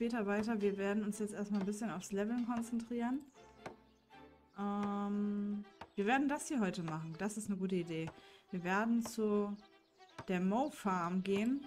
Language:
German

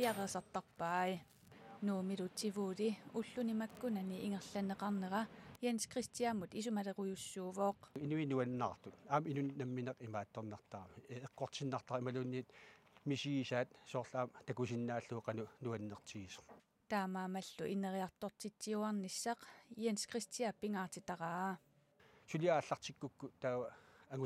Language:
Kalaallisut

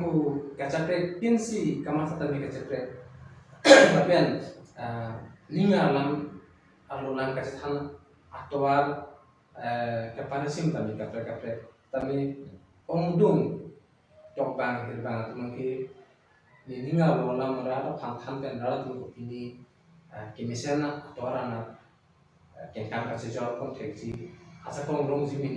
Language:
Karbi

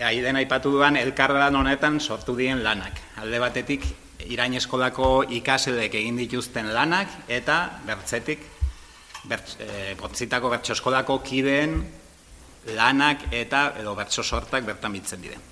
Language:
Basque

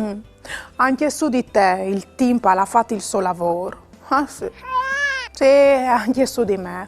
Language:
Friulian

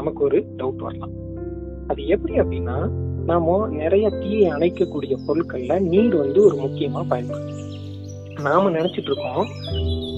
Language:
Tamil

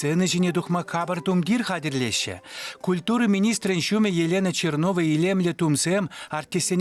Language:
Chuvash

